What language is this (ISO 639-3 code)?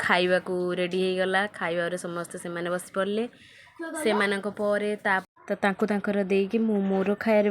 ori